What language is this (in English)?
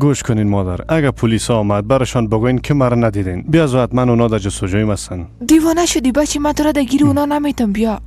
Persian